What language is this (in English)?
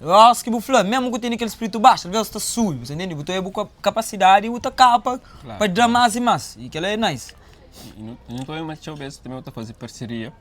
Kabuverdianu